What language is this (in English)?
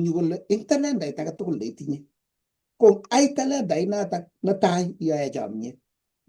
Kalenjin